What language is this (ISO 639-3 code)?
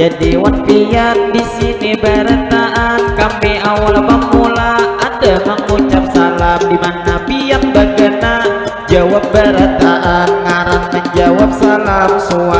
bjn